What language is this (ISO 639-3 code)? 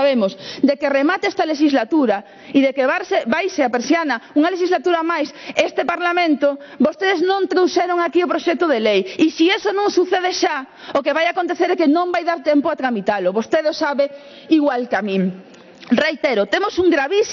glg